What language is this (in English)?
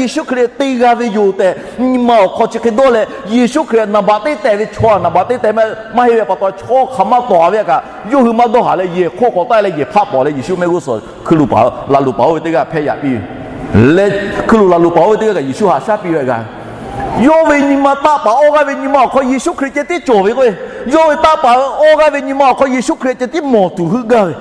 Lahu